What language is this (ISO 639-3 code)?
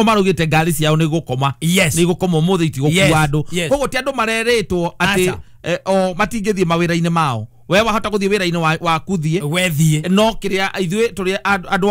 kik